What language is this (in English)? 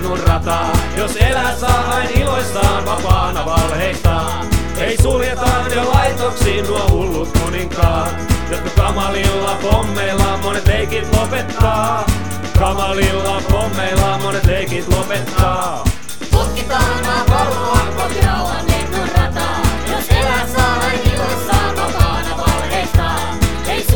Finnish